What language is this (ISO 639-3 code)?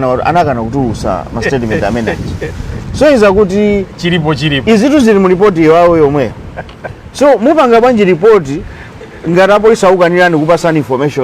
nya